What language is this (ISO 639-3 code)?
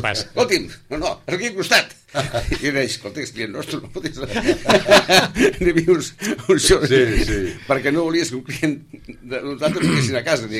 cat